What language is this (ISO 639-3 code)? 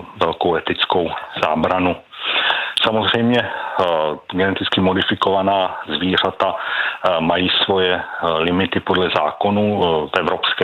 ces